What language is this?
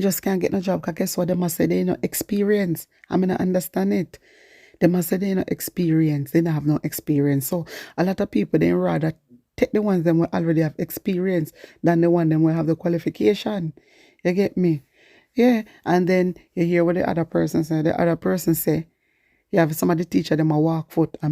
Jamaican Creole English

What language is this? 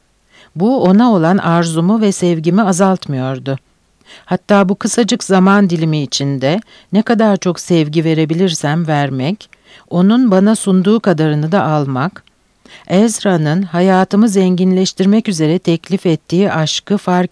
Turkish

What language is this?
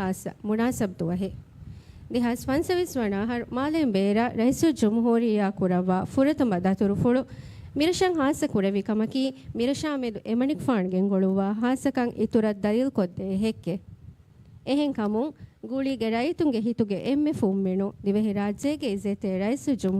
Divehi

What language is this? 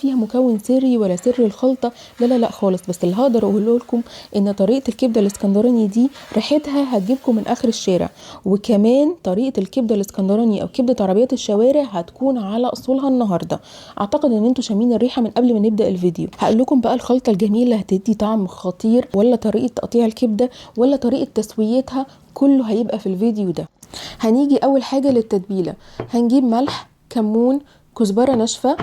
Egyptian Arabic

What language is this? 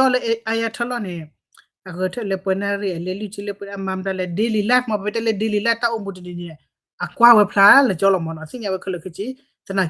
S'gaw Karen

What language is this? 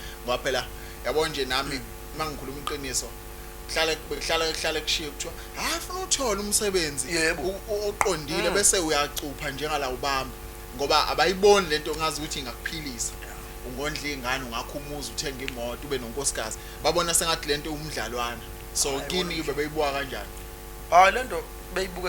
Zulu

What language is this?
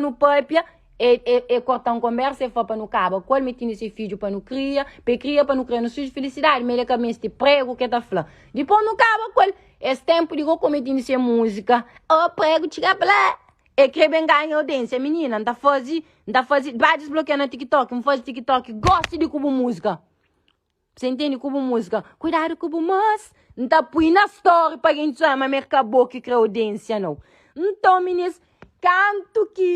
Kabuverdianu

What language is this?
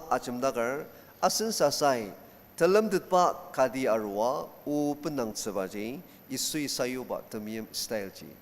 Ao Naga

